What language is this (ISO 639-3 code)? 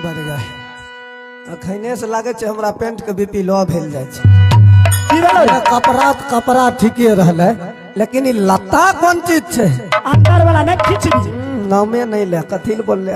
mai